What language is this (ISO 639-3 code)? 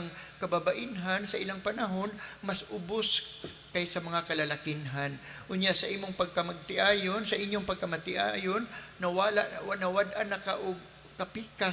ceb